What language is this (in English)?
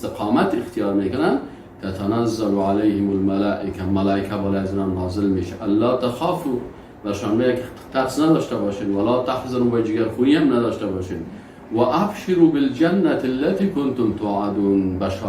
Persian